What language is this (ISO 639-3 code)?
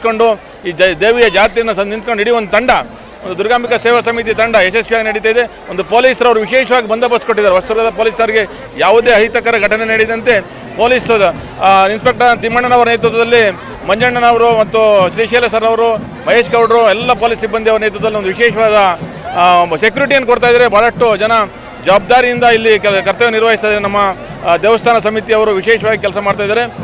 kan